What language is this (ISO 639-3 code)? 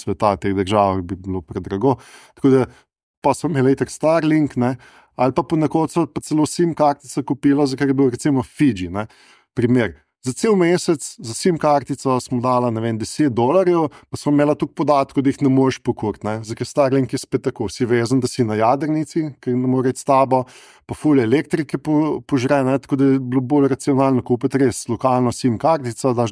slv